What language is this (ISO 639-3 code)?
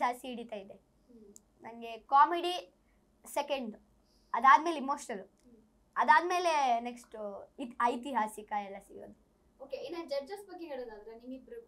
kan